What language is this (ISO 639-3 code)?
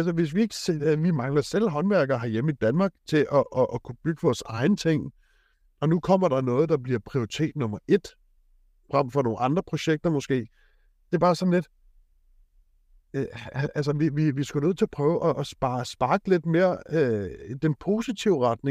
dan